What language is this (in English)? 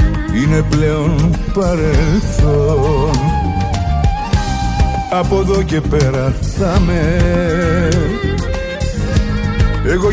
Greek